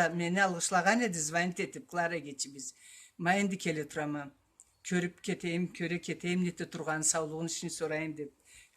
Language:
Karachay-Balkar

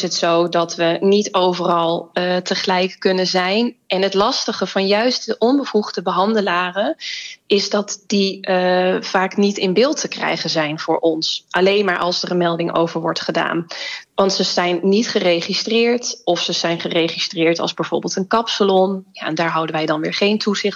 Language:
Dutch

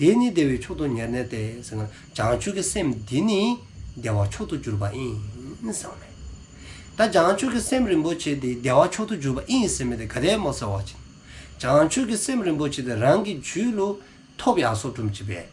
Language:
Dzongkha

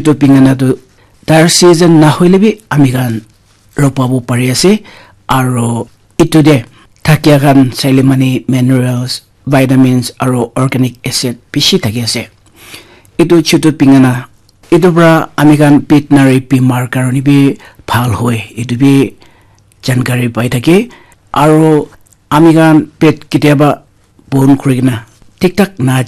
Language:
Naga Pidgin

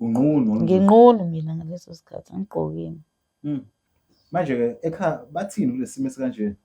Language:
Zulu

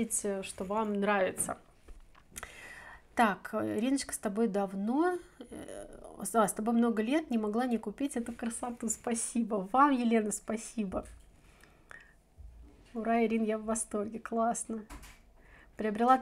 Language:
Russian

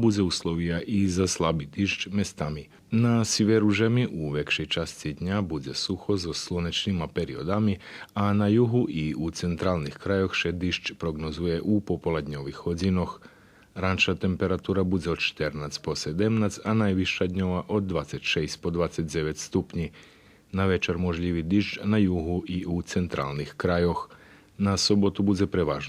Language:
Rusyn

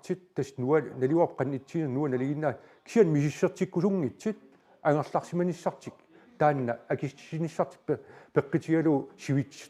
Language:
Kalaallisut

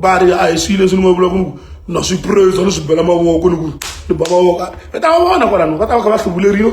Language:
Tsonga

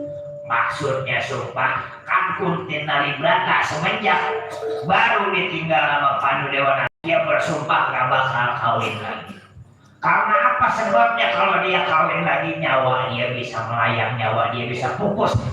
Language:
Betawi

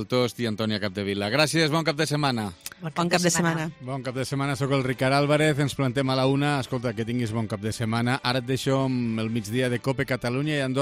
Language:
Catalan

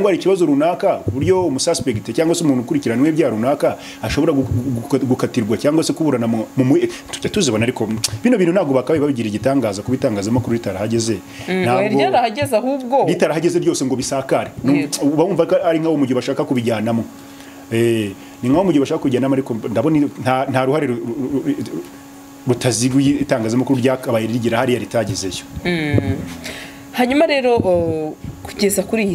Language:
Kinyarwanda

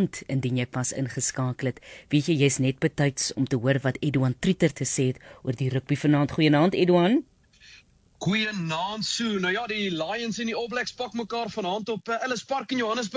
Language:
Afrikaans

